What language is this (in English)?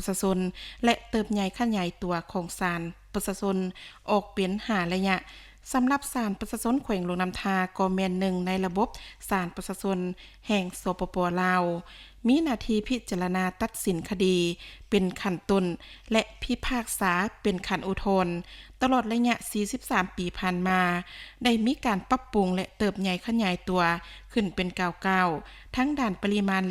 Lao